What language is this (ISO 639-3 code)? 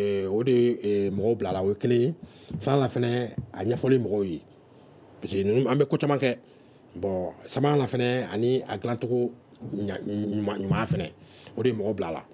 bam